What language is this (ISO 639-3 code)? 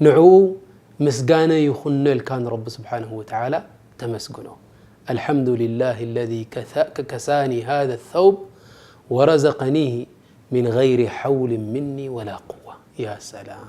tir